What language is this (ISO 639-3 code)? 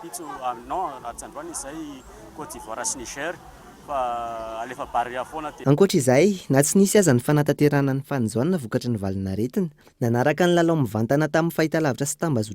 mlg